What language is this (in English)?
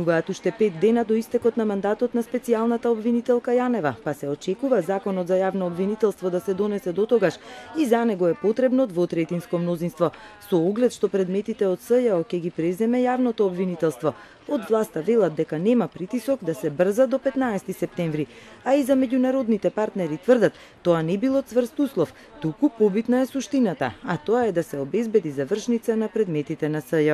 Macedonian